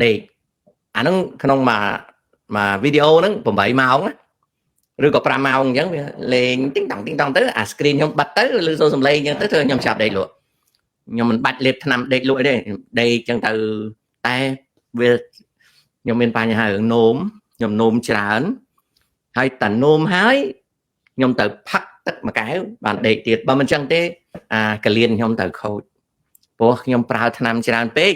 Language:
Khmer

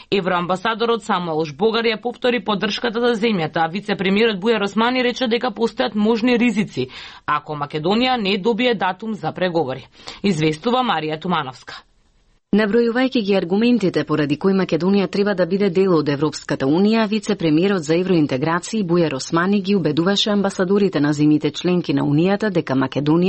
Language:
Macedonian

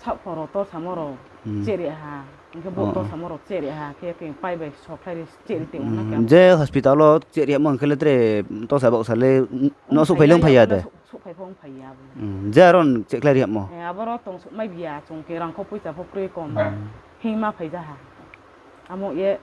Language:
Riang (India)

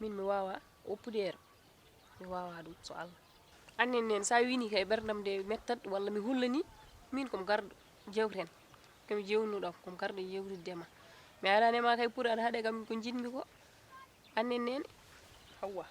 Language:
Fula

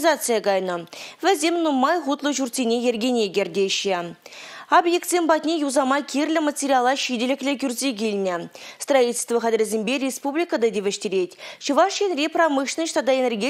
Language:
Chuvash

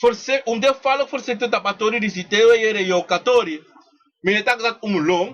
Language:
Sranan Tongo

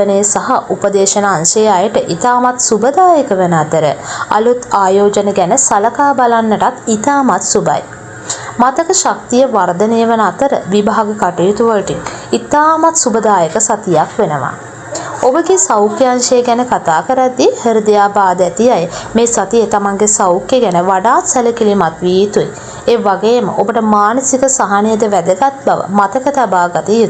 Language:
Sinhala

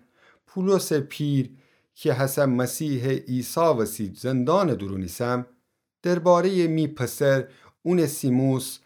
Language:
Gilaki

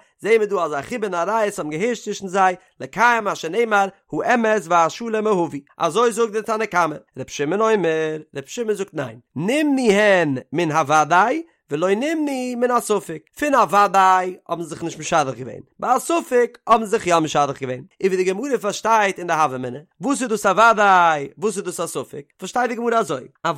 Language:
Yiddish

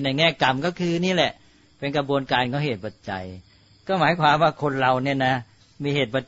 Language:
Thai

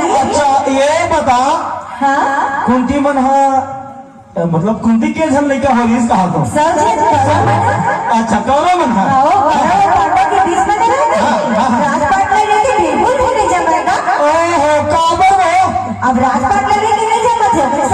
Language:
Chhattisgarhi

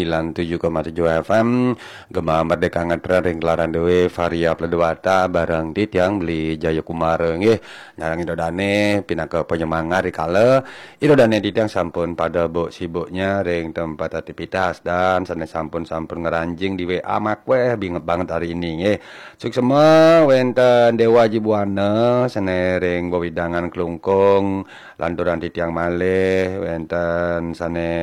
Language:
Balinese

